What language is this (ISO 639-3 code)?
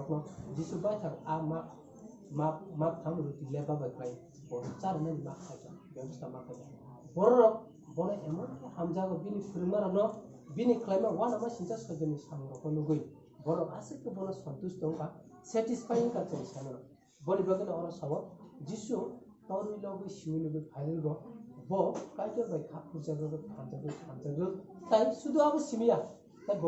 trp